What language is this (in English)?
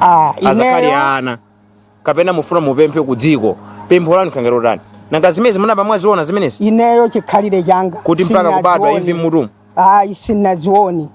Nyanja